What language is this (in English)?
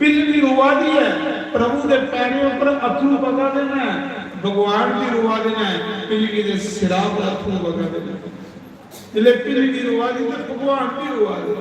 Dogri